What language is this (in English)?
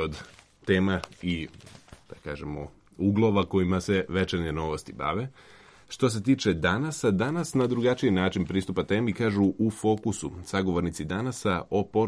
Serbian